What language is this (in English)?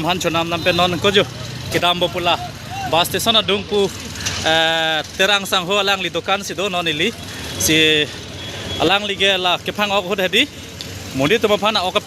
Karbi